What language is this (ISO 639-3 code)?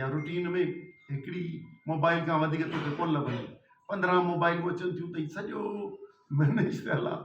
snd